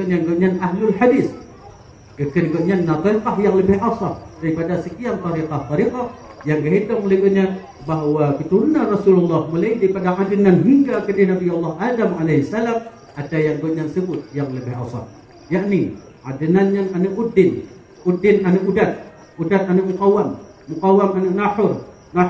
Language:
Achinese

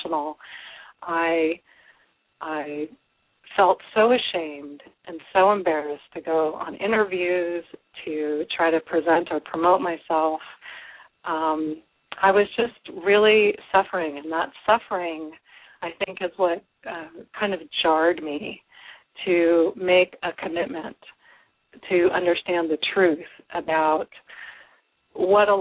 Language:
English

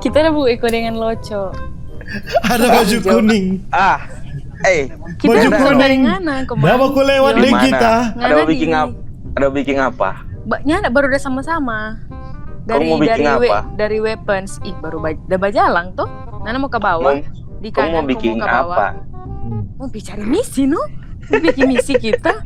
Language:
Manado Malay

